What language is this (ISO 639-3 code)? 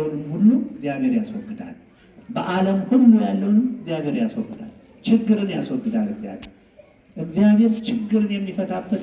amh